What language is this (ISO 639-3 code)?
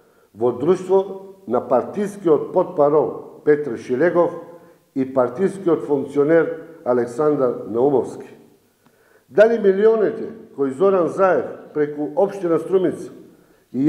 mkd